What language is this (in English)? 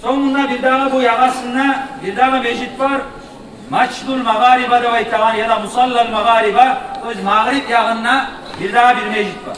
Kumyk